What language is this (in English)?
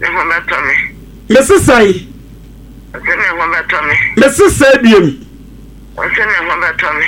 Akan